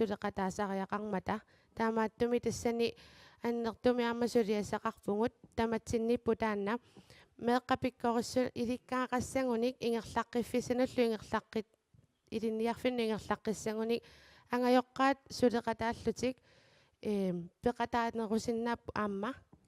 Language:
Kalaallisut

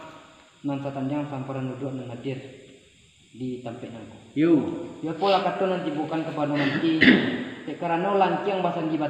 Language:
Minangkabau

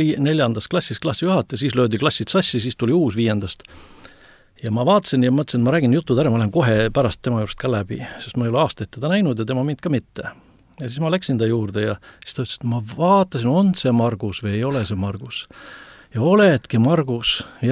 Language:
Estonian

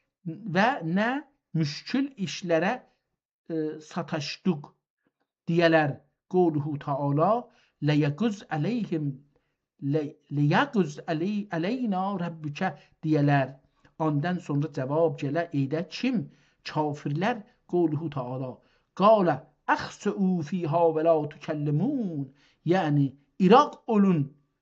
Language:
South Azerbaijani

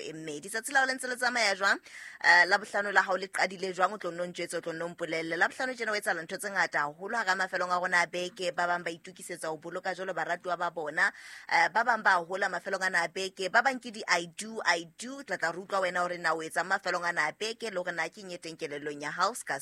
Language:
Southern Sotho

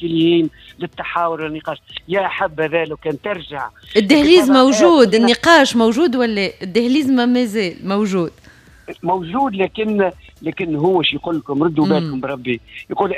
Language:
Tunisian Arabic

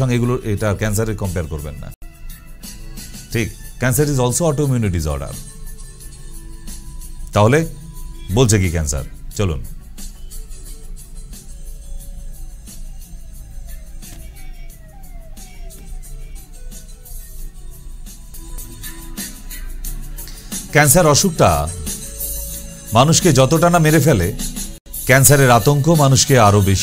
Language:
Bangla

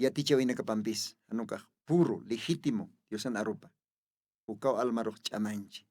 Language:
Aymara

